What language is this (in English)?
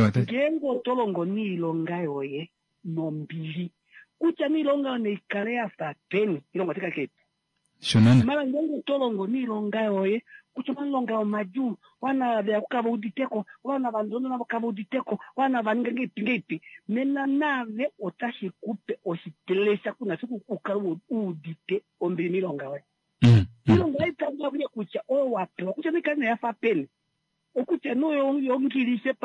Kuanyama